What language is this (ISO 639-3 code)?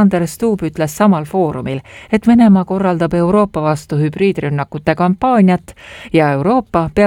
est